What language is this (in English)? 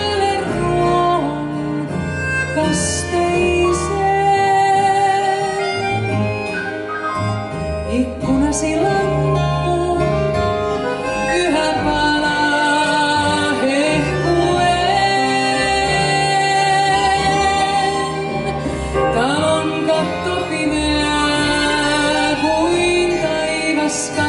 Finnish